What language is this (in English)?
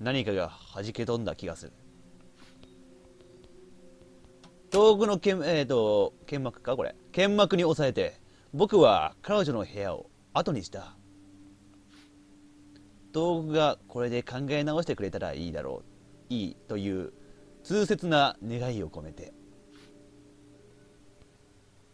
Japanese